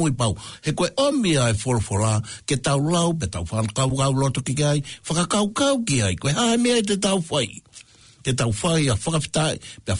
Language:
Tongan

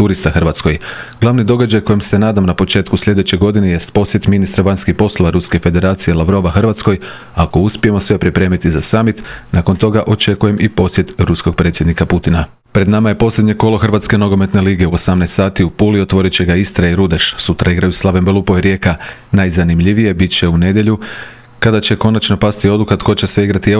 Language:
Croatian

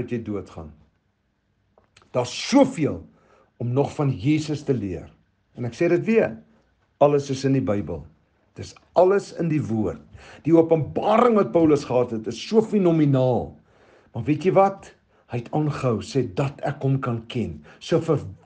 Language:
Afrikaans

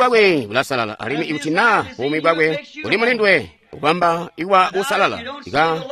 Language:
Tonga (Zambia)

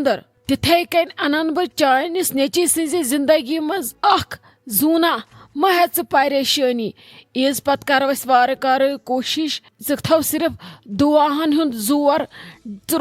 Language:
Kashmiri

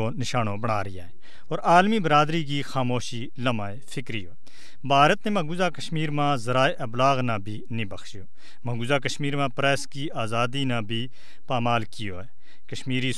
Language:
Gujari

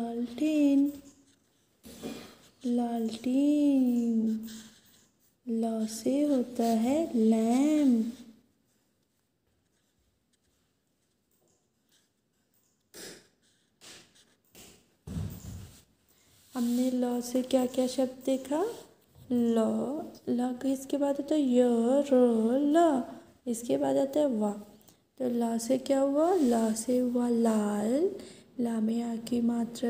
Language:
Hindi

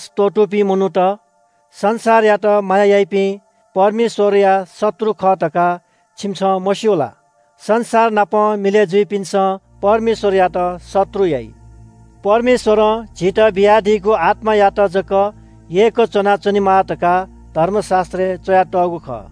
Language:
Newari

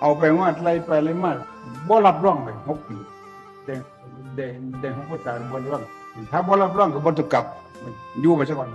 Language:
Northeastern Thai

